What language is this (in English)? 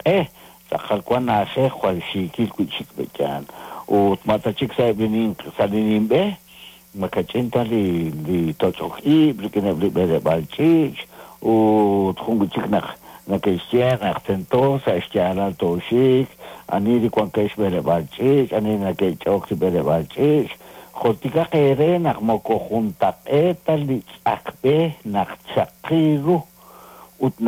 Kekchí